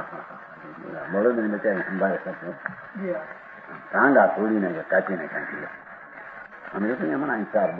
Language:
Gujarati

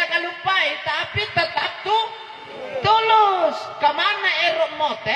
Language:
Makasar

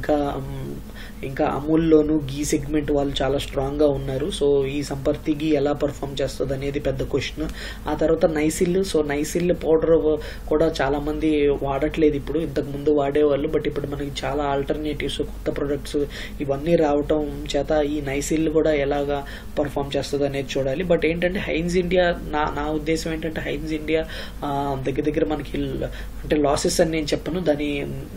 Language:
Telugu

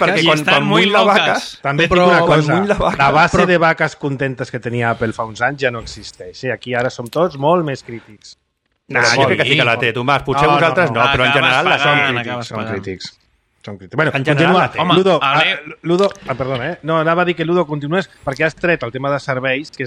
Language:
Catalan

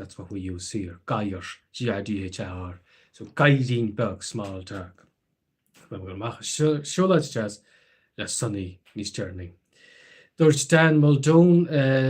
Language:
Irish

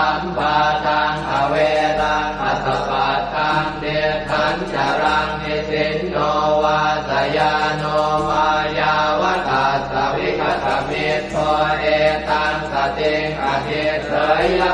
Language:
Pali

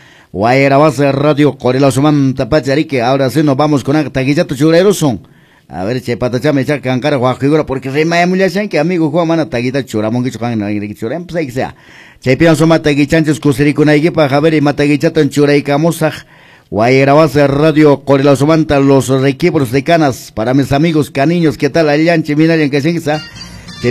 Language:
Quechua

